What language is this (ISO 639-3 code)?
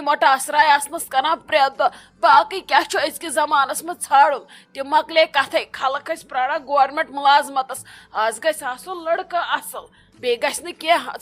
kas